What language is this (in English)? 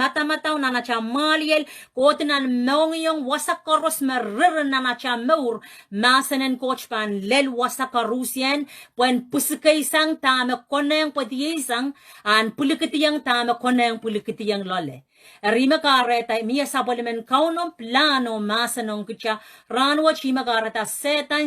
Pohnpeian